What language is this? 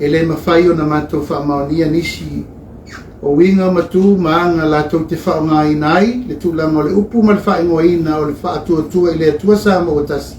Samoan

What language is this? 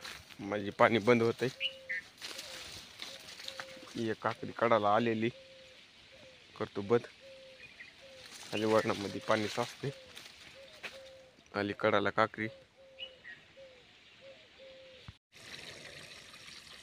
Marathi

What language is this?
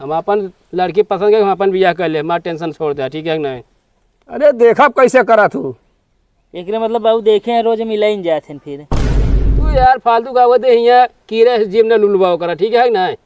Awadhi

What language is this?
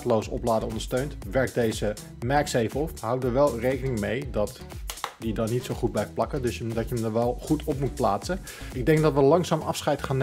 Dutch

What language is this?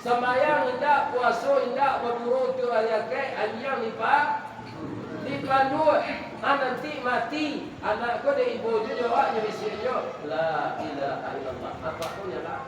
Minangkabau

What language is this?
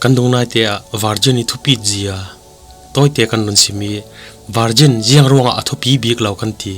Falam Chin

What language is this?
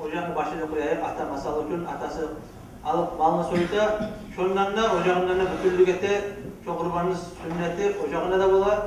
Kumyk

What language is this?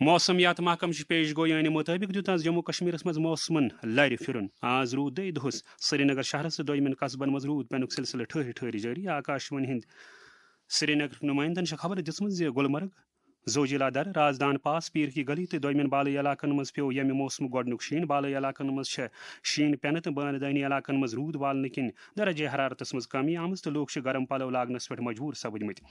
Kashmiri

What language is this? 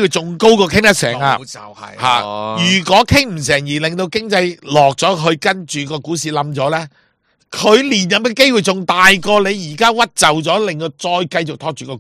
Cantonese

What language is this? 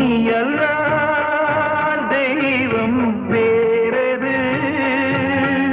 Tamil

